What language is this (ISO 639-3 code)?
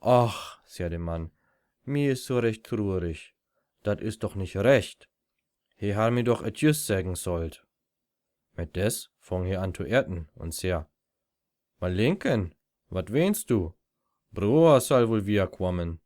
nds